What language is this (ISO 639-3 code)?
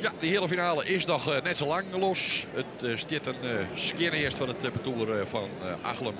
fry